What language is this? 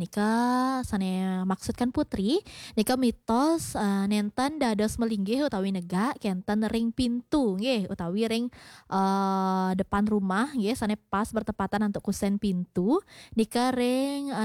Balinese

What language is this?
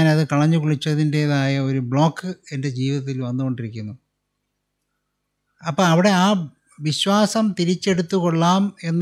Malayalam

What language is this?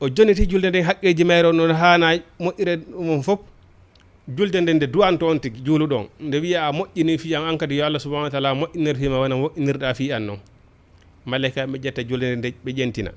Fula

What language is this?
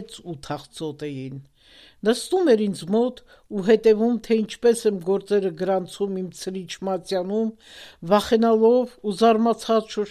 Armenian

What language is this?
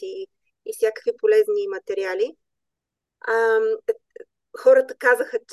Bulgarian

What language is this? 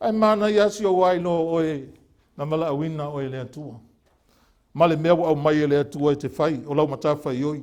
Samoan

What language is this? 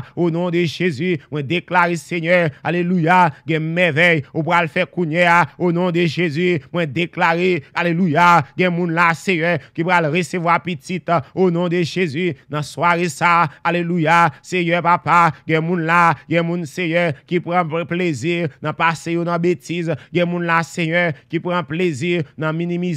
Haitian Creole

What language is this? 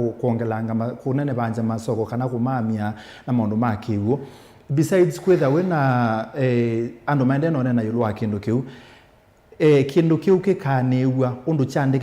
Kamba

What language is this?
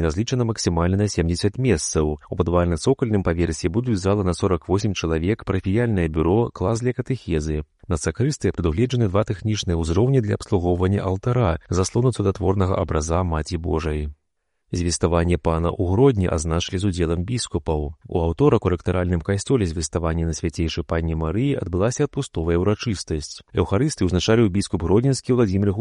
Belarusian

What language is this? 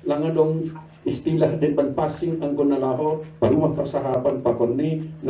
Batak Simalungun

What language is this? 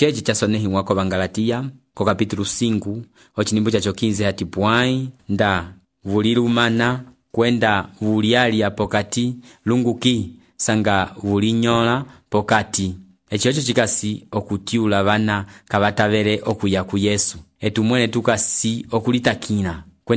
Umbundu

